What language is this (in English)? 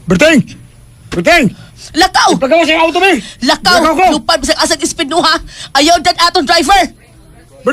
Cebuano